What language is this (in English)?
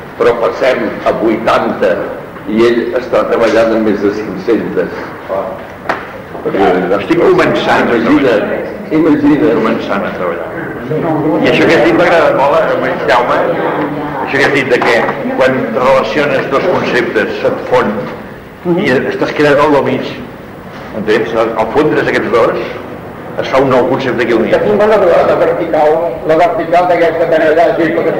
Catalan